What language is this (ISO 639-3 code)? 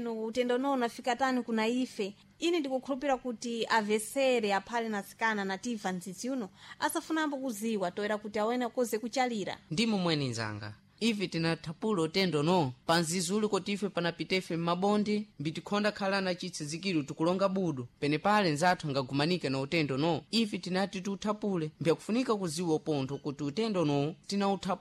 seh